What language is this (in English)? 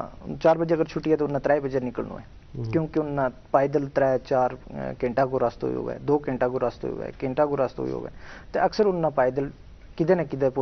Gujari